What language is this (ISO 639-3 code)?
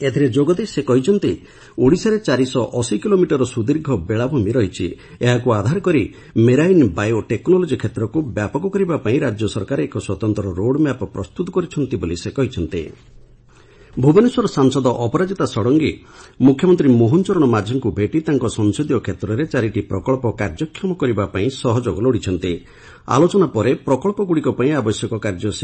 ori